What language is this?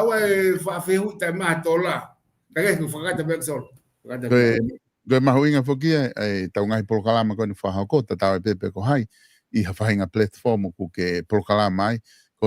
Tongan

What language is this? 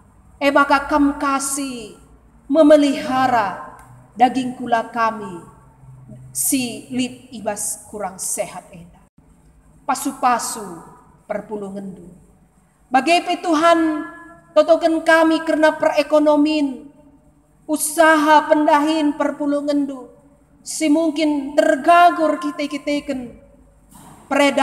Batak Karo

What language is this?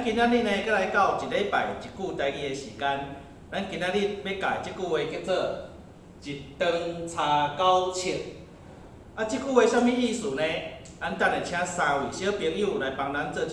Min Nan Chinese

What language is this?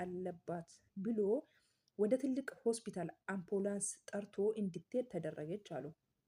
Amharic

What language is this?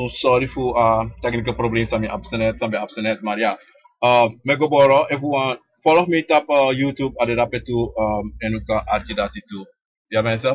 Sranan Tongo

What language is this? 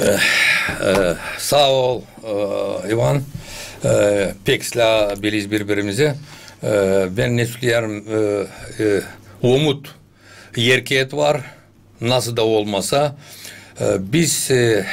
Gagauz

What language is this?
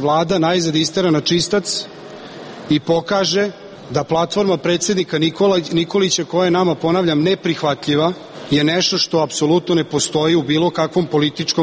Serbian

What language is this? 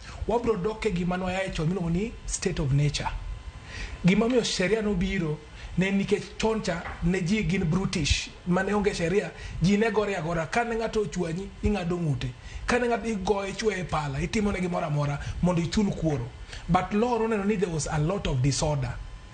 Luo (Kenya and Tanzania)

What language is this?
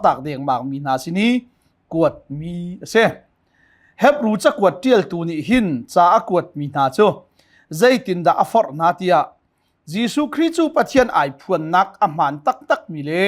Hakha Chin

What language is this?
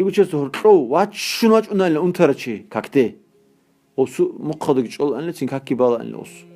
Avaric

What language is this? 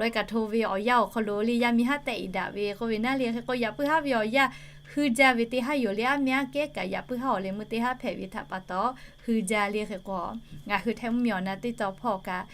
Lahu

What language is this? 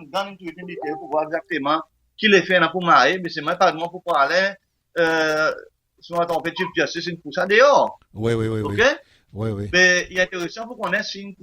Seselwa Creole French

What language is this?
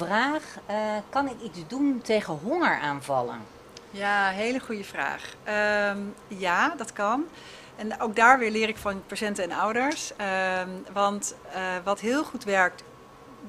Dutch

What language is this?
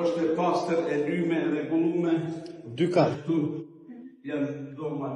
Albanian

